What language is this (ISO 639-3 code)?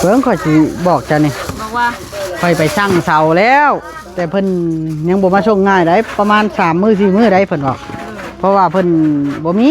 tts